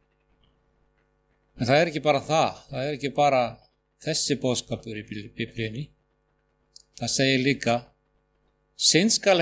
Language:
Icelandic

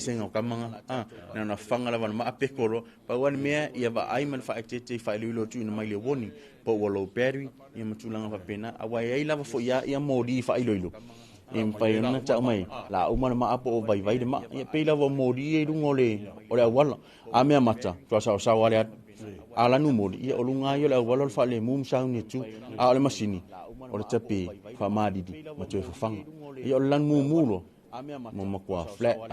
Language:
Samoan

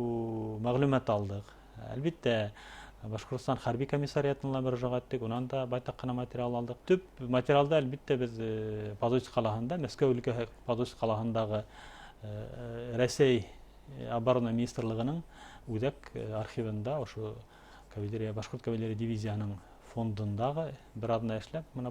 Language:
Bashkir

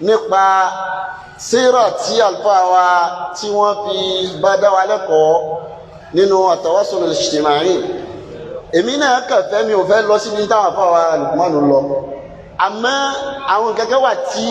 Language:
Yoruba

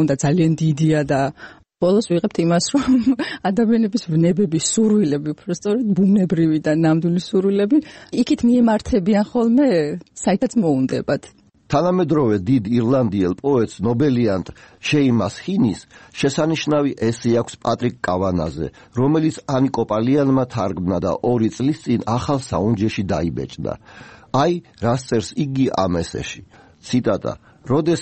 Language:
Georgian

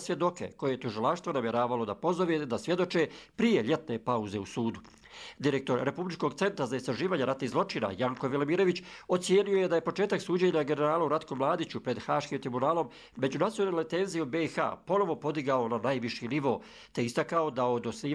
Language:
Croatian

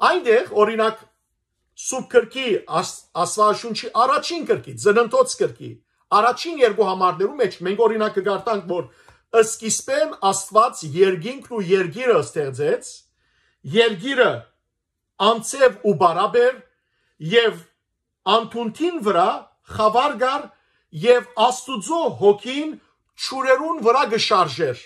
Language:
Western Armenian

